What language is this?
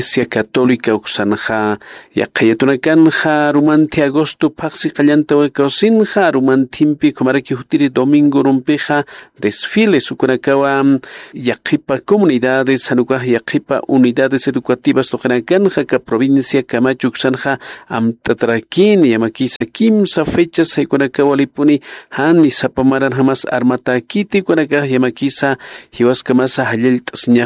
Aymara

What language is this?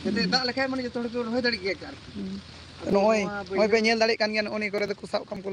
Santali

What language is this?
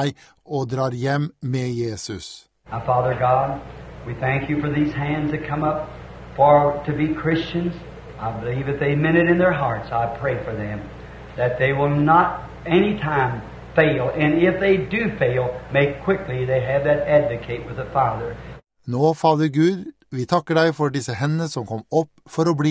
Norwegian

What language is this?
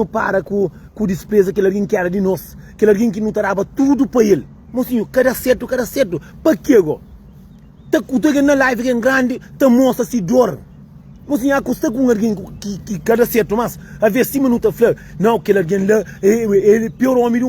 Kabuverdianu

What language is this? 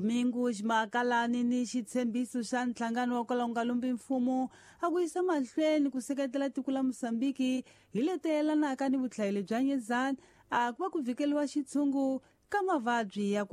Tsonga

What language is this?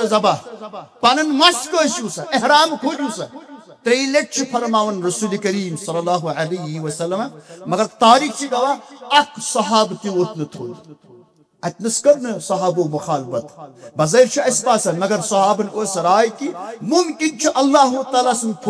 Kashmiri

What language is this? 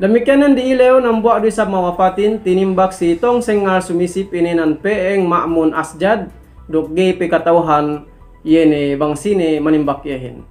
Yakan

